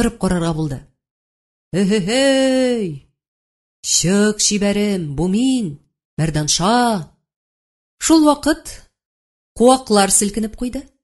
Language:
Tatar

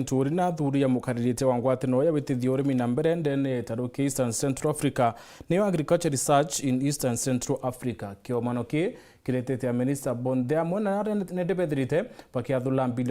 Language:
Meru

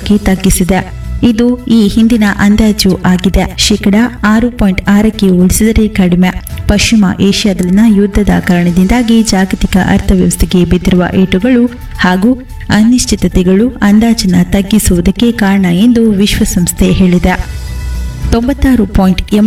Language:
Kannada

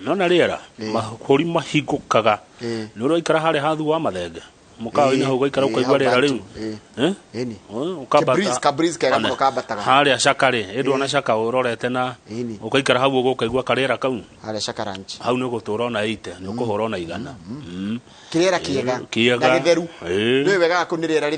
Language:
Kikuyu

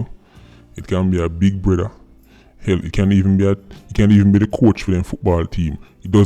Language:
Jamaican Creole English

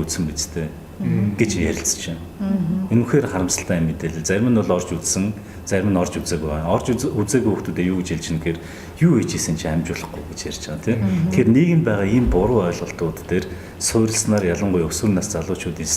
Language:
Mongolian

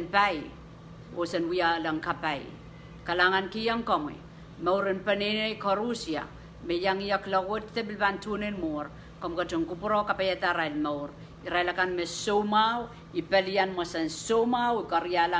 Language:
Pohnpeian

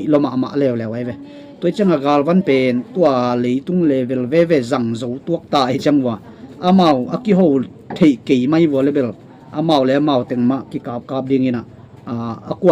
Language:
Tedim Chin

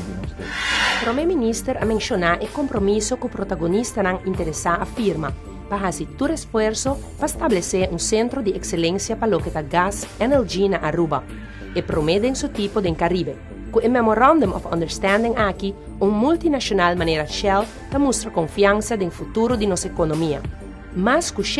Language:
Papiamento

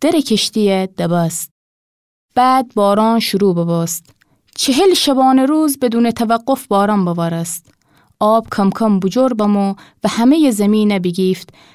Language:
Gilaki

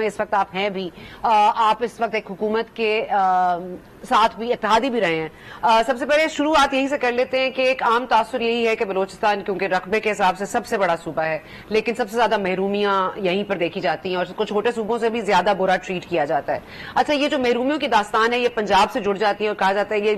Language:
Urdu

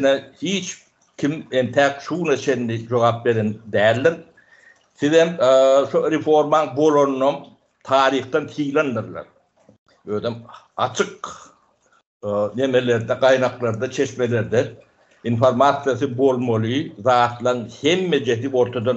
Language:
Turkmen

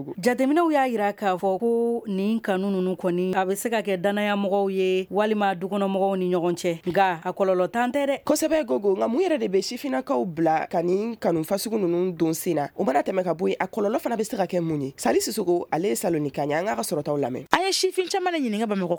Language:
Bambara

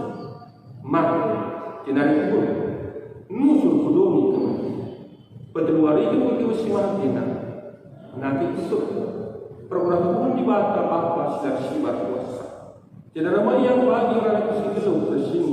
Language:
Batak Karo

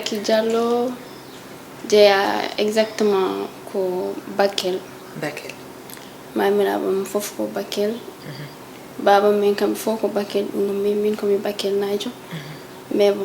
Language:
Fula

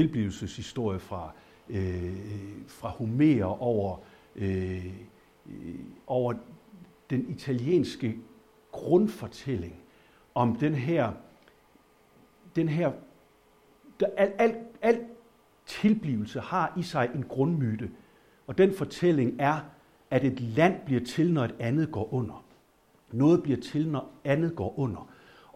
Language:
Danish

